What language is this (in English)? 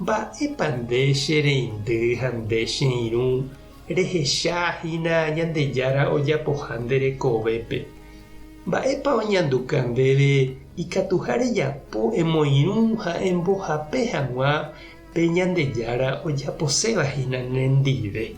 Guarani